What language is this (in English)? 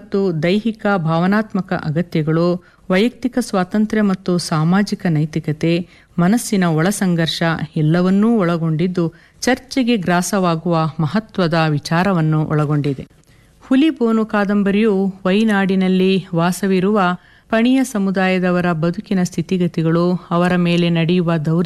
Kannada